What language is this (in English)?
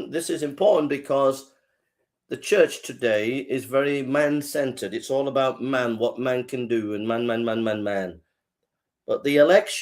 English